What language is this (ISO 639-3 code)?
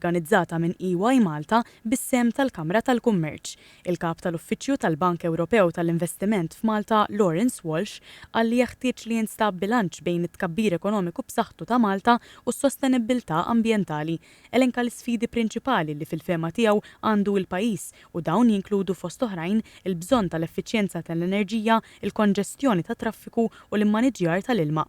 mlt